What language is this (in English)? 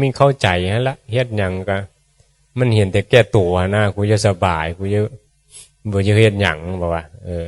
Northeastern Thai